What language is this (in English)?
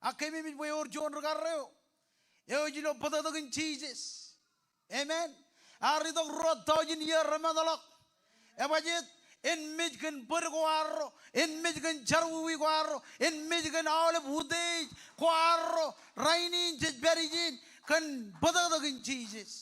Marshallese